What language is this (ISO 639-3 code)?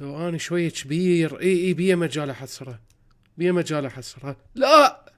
acm